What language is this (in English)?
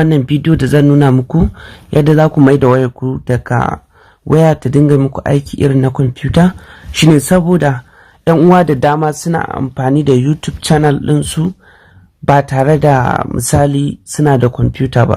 Hausa